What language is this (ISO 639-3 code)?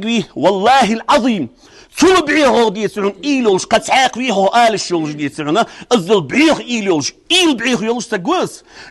inh